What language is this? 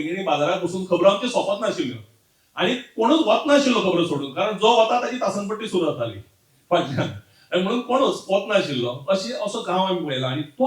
Konkani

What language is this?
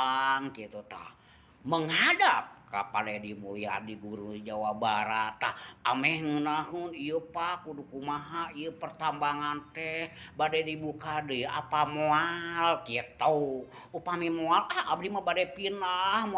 Sundanese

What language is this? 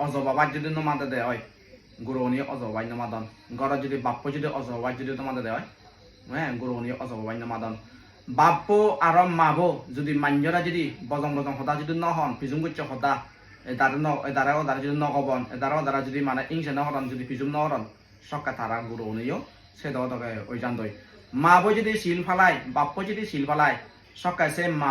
Chakma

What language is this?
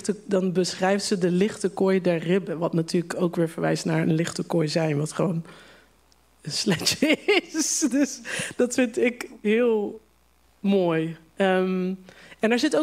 Dutch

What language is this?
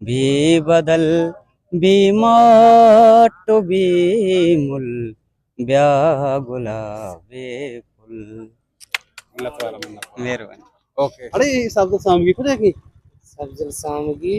Eastern Balochi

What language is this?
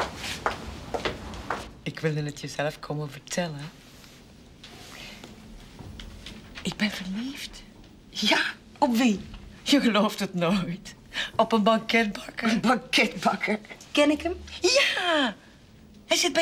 Dutch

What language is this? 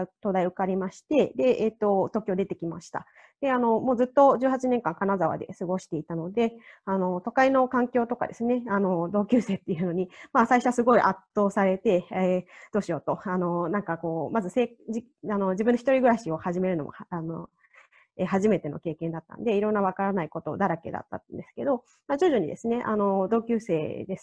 Japanese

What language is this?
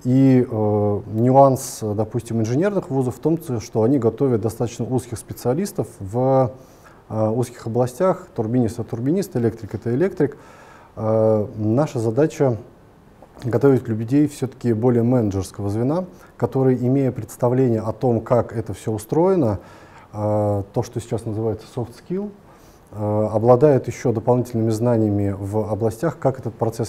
Russian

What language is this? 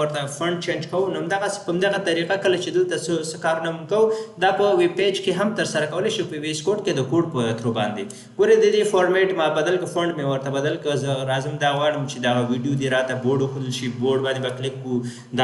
Pashto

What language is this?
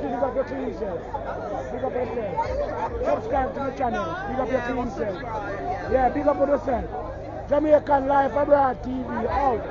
Jamaican Creole English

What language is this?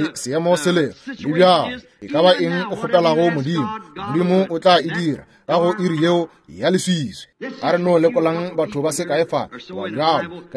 Northern Sotho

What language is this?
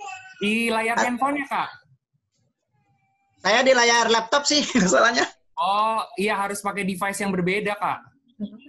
Indonesian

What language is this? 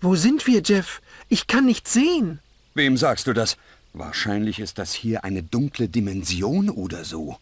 Bavarian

